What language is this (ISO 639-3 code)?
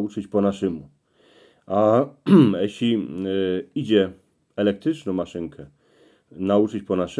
szl